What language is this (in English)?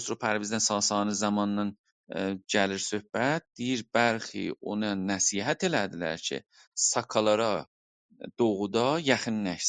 South Azerbaijani